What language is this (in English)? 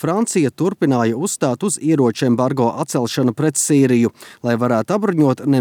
Latvian